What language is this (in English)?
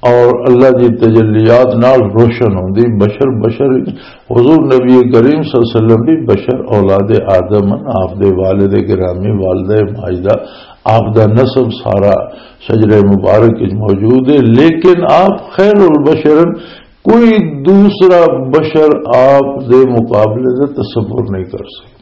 Western Panjabi